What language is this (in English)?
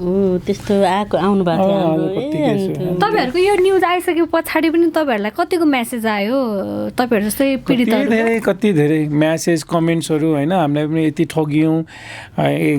Nepali